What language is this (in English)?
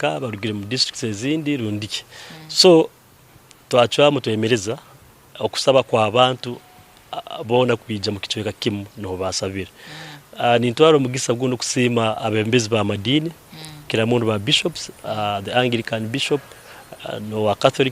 Nyankole